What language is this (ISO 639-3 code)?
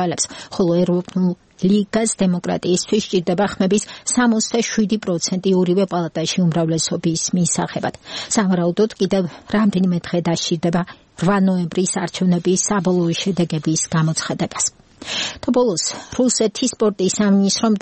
kat